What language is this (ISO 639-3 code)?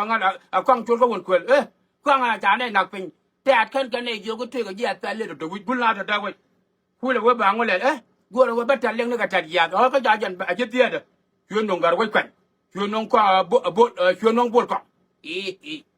nus